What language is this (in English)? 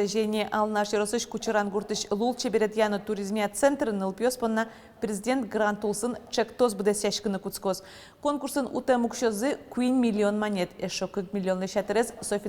Udmurt